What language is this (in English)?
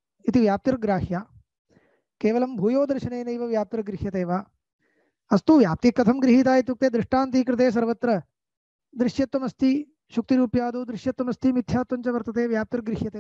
Sanskrit